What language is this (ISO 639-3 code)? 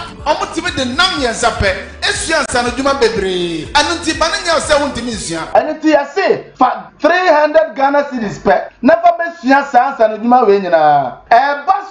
aka